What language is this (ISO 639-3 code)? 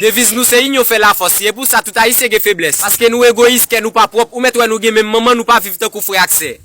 hat